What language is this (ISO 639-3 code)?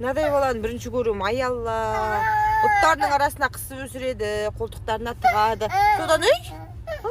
kaz